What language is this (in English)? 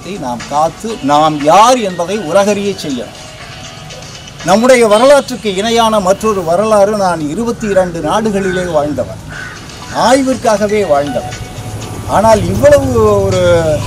Tamil